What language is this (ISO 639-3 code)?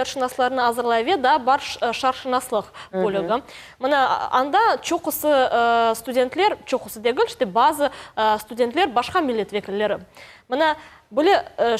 crh